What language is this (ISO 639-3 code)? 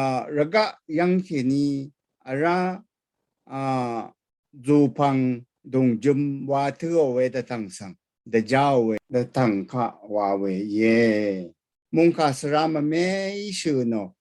raw